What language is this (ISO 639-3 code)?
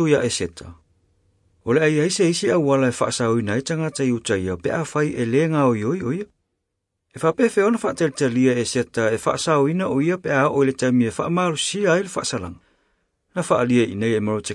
smo